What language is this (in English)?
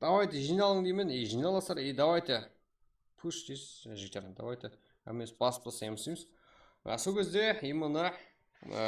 Kara-Kalpak